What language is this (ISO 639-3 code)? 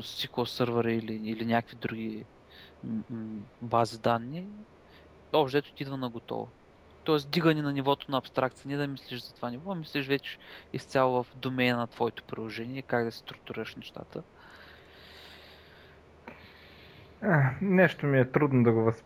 bul